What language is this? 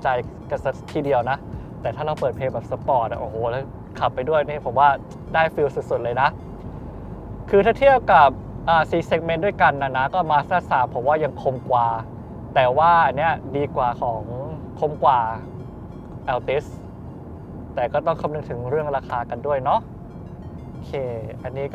Thai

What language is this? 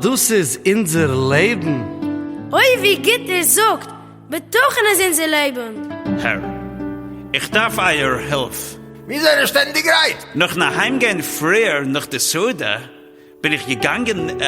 Yiddish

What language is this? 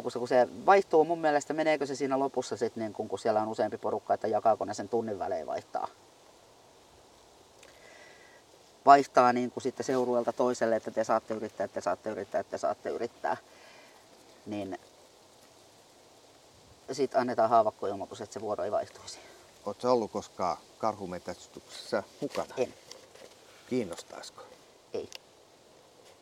Finnish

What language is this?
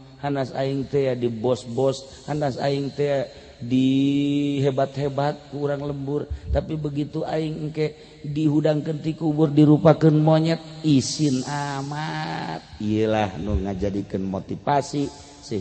Sundanese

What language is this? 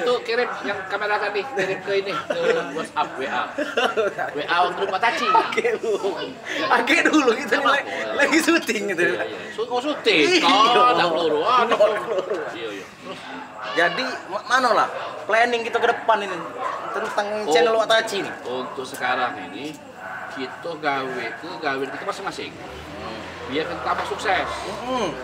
Musi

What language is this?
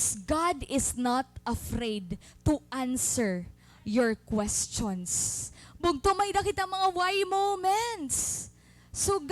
Waray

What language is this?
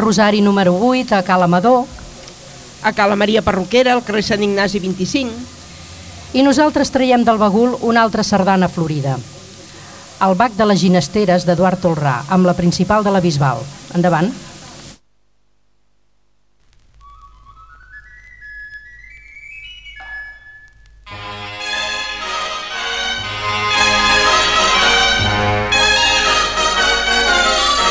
Catalan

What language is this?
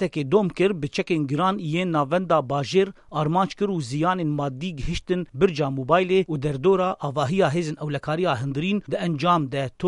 Kurdish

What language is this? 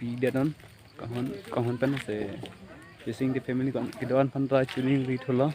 Karbi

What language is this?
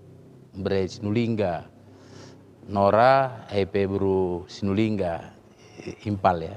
Batak Karo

